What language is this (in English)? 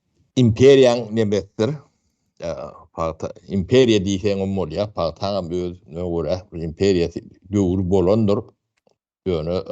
Turkmen